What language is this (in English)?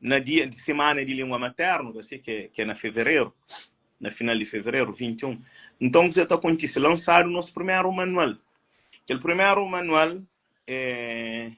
Kabuverdianu